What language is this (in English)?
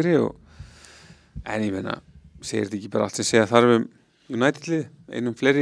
Icelandic